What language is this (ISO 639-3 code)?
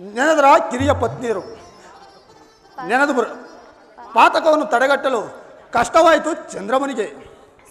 kan